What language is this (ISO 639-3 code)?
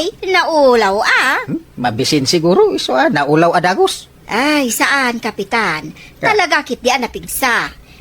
ilo